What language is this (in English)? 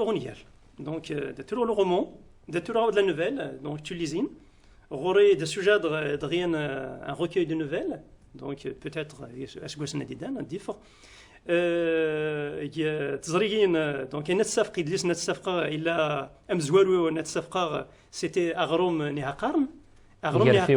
Kabyle